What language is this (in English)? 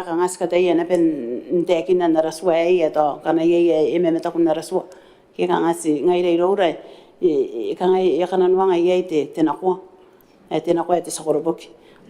Gilbertese